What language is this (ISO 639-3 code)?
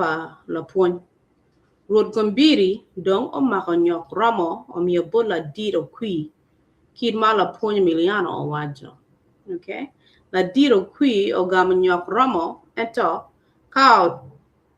ach